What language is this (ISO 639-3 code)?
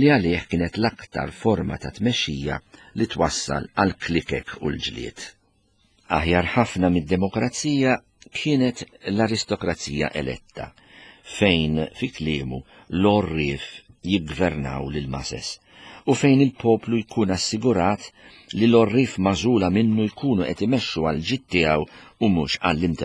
mlt